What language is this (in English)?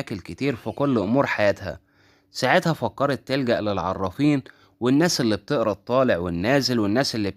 Egyptian Arabic